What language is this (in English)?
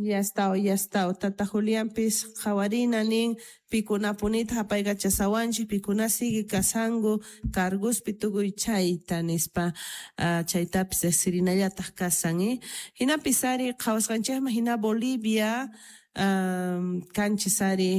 South Bolivian Quechua